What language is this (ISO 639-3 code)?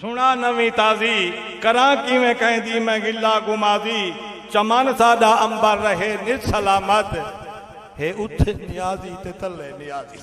skr